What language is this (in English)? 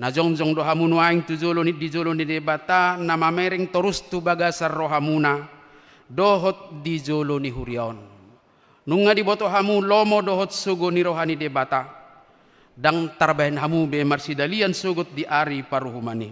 Batak Toba